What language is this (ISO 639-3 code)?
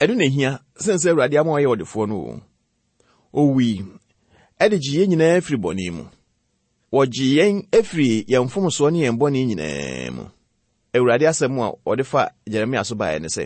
aka